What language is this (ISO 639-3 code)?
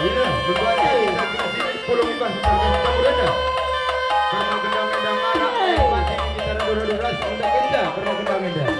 btx